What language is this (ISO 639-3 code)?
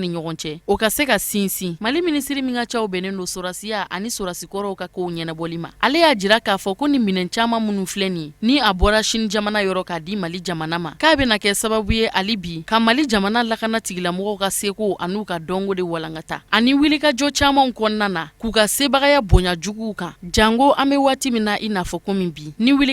bam